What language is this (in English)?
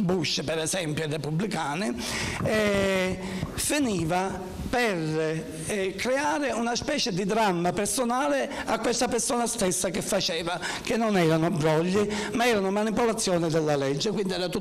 Italian